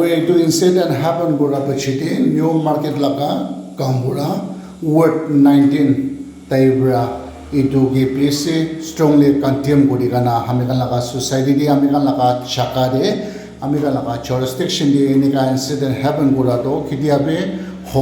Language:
Naga Pidgin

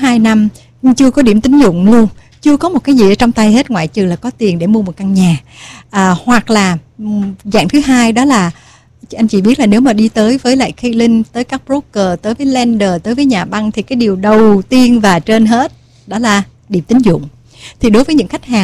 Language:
Vietnamese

